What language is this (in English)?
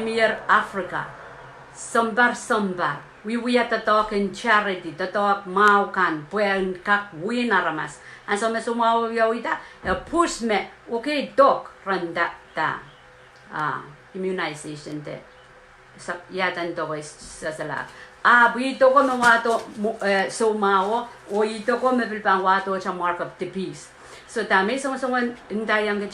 Pohnpeian